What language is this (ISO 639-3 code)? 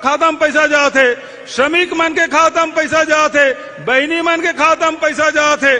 hne